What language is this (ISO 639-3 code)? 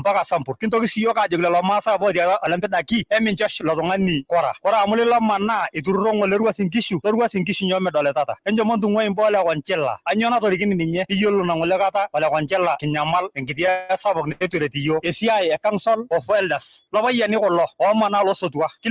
mas